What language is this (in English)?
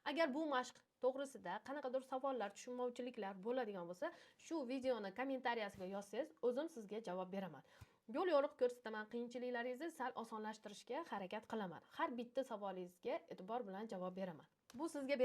Uzbek